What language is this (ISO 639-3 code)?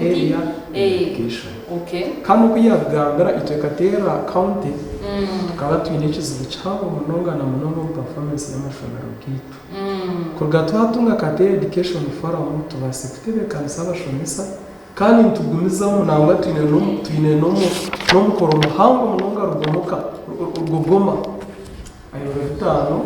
nyn